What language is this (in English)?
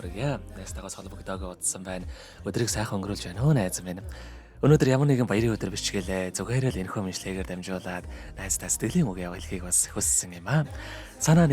Mongolian